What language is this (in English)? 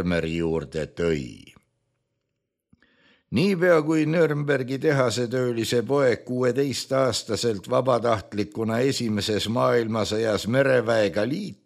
Estonian